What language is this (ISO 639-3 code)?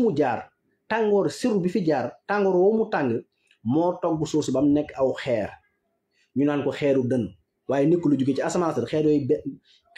wol